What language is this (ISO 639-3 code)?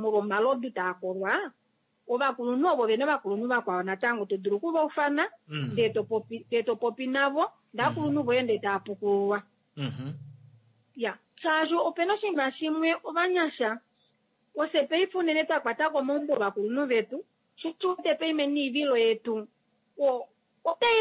kua